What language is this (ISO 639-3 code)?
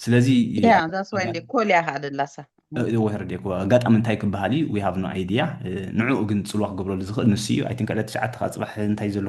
tir